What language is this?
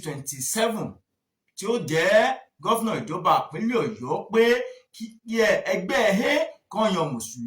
Yoruba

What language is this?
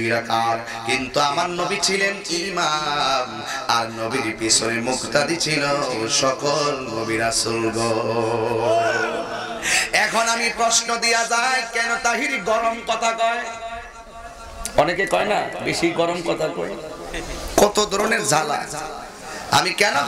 Bangla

